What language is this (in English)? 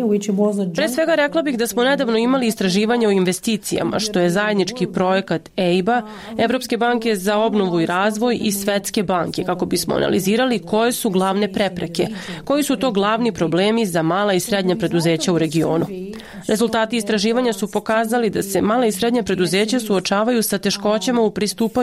Serbian